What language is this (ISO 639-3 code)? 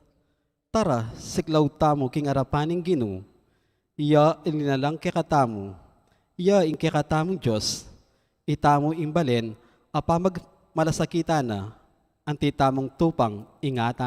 pam